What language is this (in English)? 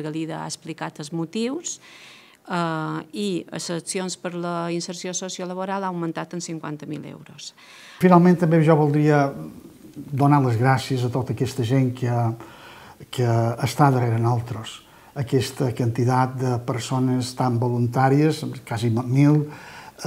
Catalan